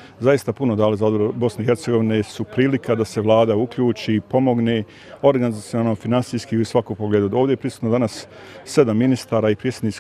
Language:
Bosnian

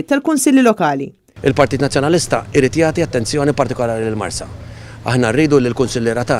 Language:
Maltese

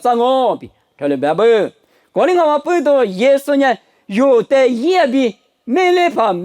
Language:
Lisu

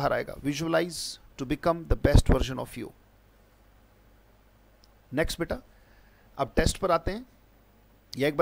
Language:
Hindi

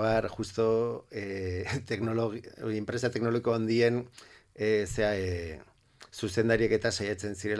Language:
Basque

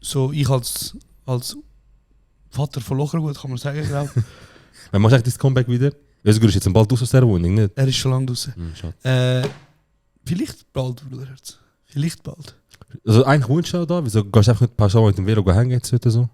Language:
Swiss German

